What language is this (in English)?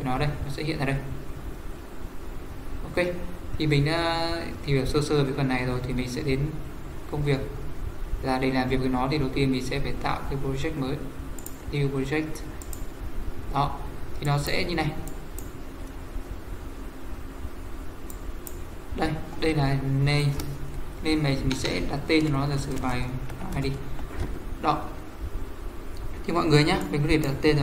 Vietnamese